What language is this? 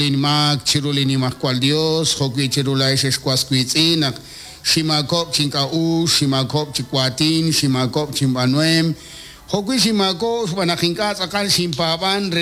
Kekchí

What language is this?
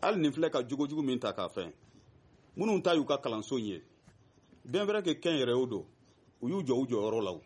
Bambara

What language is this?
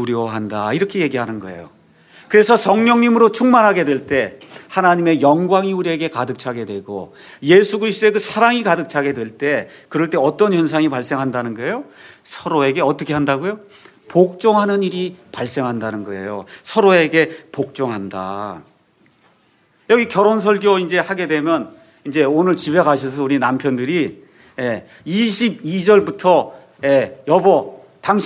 Korean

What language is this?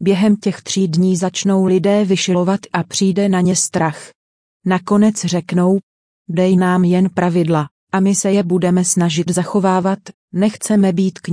Czech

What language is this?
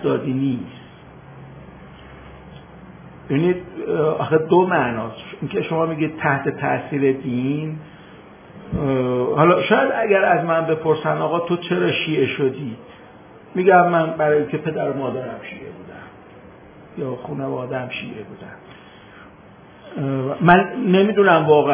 Persian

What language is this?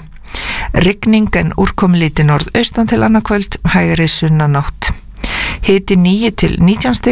Icelandic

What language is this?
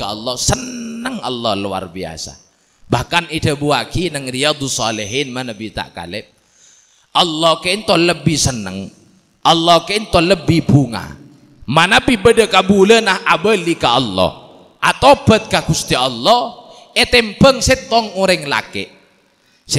Madurese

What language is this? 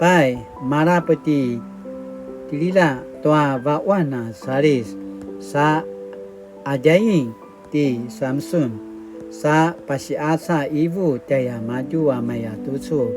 Paiwan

